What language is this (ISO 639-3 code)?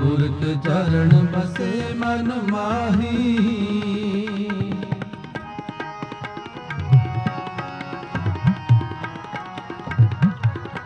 pan